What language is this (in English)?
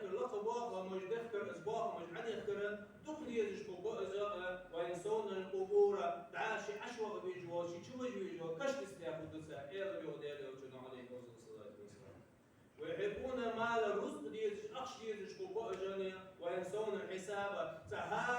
Ingush